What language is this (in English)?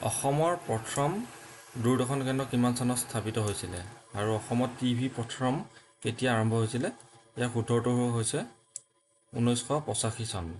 Assamese